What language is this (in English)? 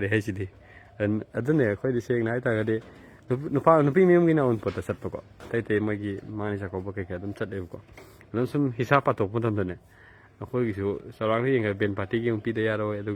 Manipuri